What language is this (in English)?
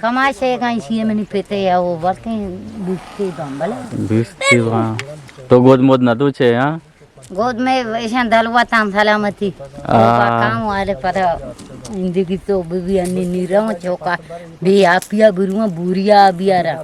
Eastern Balochi